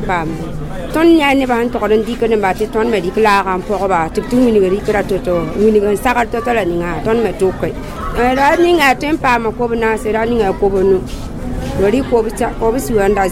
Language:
Mossi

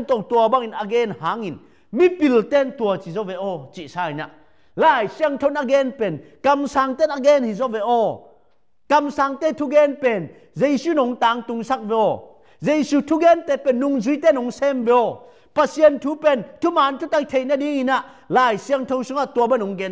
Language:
Tedim Chin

